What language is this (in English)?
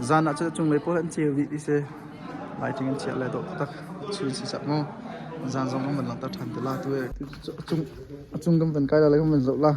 Hakha Chin